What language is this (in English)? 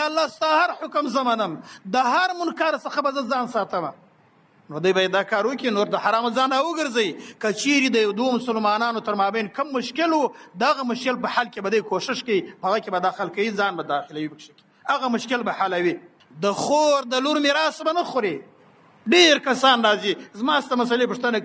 Pashto